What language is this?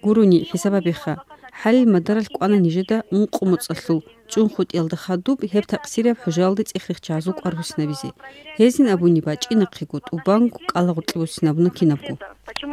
Avaric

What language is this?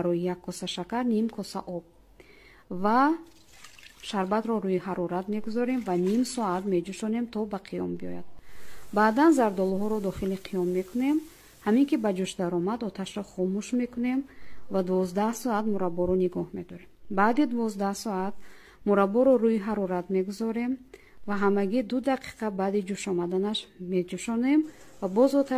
Tajik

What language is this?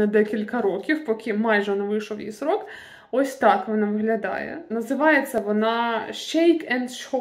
Ukrainian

